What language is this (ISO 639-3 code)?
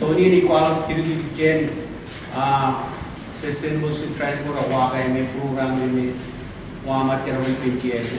mah